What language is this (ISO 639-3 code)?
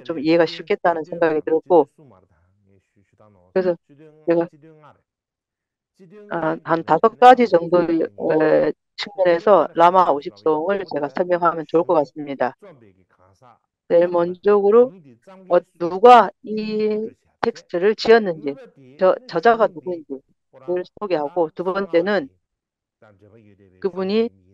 kor